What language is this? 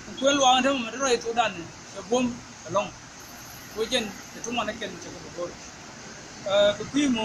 Nuer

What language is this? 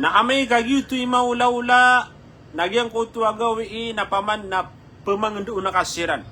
Maranao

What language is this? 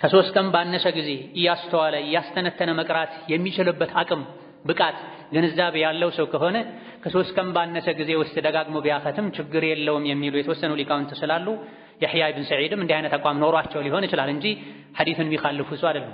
Amharic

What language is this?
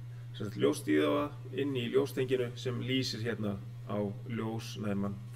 Icelandic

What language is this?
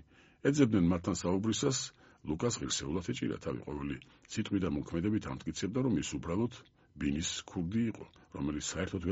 Georgian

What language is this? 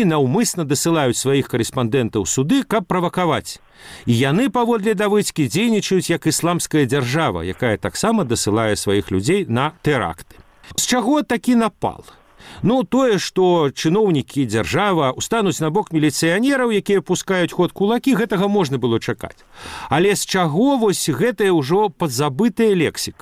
Belarusian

